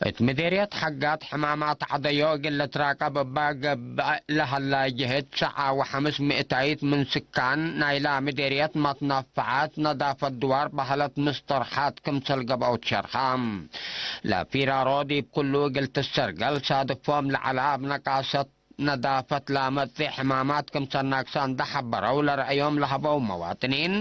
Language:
Tigre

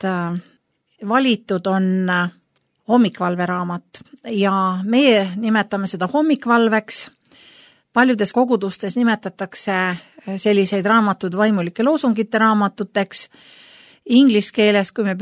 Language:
Estonian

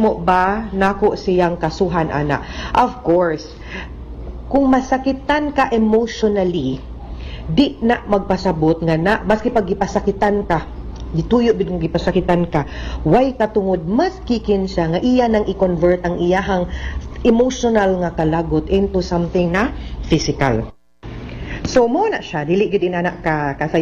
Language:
Cebuano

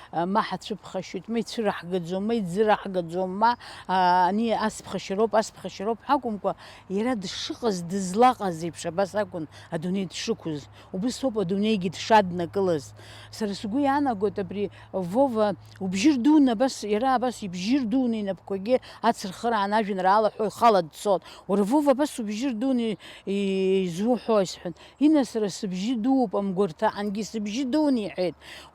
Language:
Abkhazian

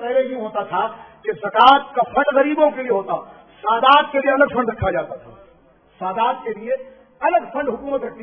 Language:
Urdu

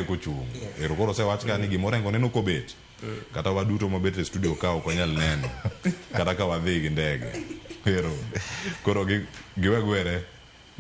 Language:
Luo (Kenya and Tanzania)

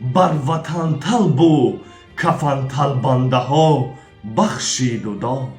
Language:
Tajik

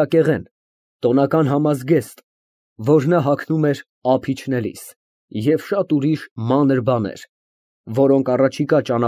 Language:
Armenian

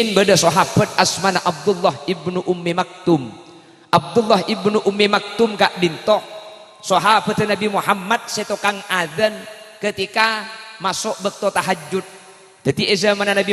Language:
Madurese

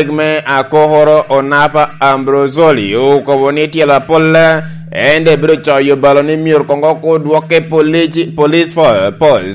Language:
Lango (Uganda)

